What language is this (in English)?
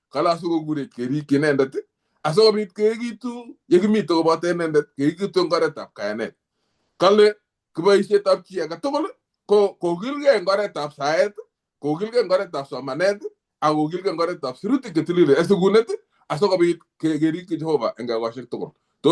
Kalenjin